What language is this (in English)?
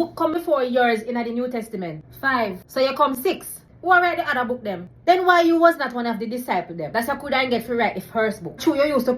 Jamaican Creole English